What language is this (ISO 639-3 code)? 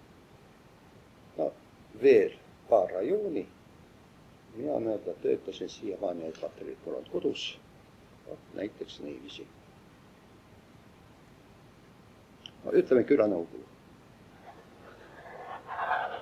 est